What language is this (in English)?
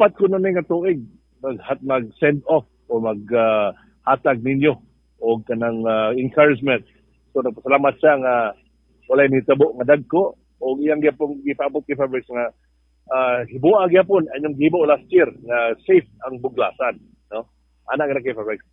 Cebuano